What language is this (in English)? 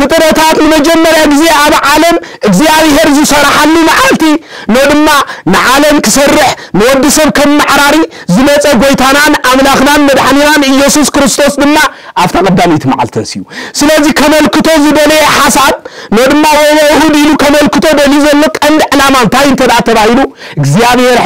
Tigrinya